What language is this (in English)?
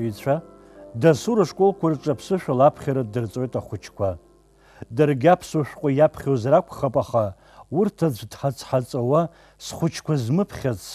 Abkhazian